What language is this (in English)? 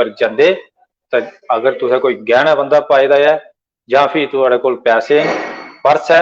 Dogri